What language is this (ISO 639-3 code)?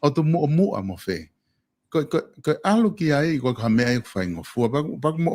ton